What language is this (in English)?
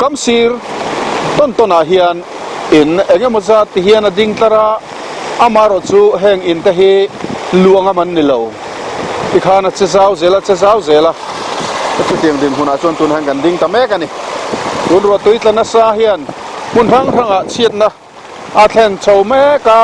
Mizo